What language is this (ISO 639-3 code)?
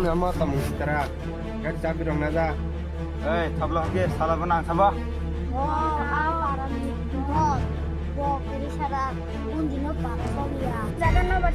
trp